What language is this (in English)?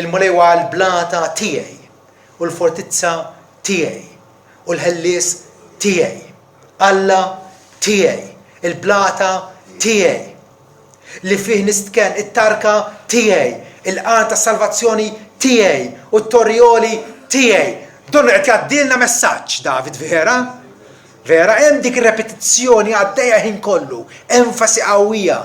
Maltese